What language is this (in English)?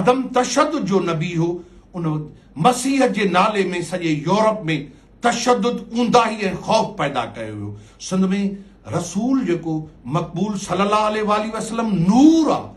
Sindhi